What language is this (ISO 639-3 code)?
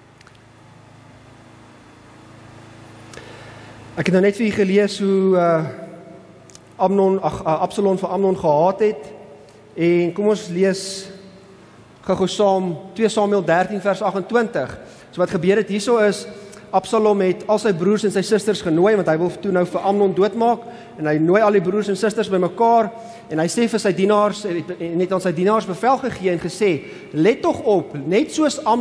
afr